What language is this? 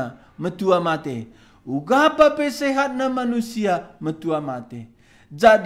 Batak Karo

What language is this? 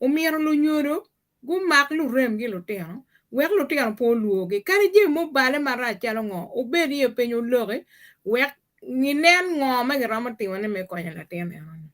Acoli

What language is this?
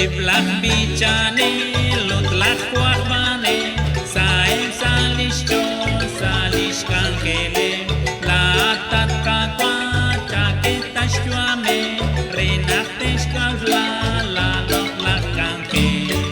Kekchí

